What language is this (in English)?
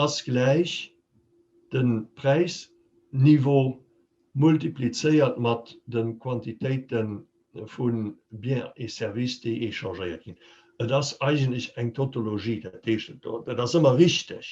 Luxembourgish